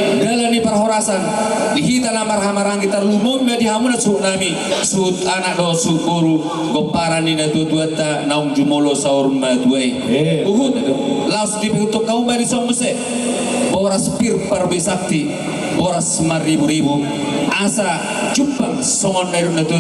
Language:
Batak Toba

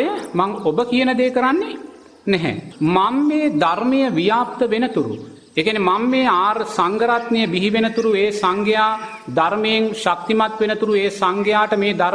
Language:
Sinhala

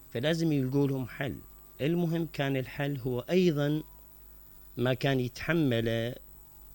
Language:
Mesopotamian Arabic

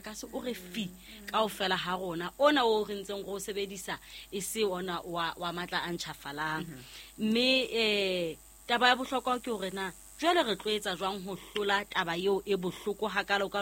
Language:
Southern Sotho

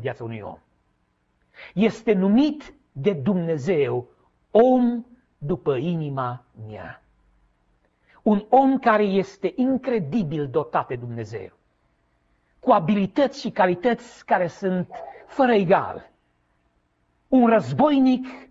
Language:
Romanian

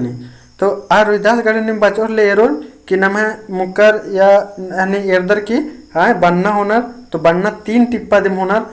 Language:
Kurukh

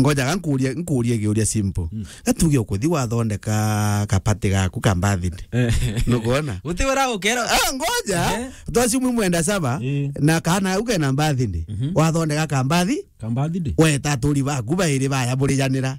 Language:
Meru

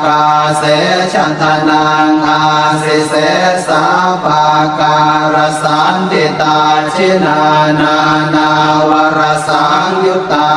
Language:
Pali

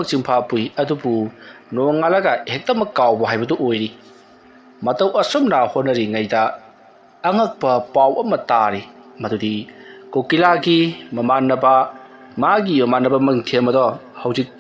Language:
Manipuri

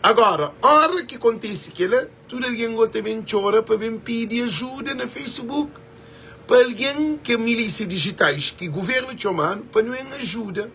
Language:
Kabuverdianu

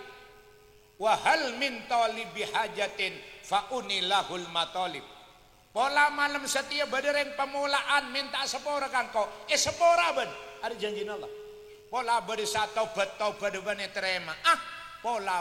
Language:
Madurese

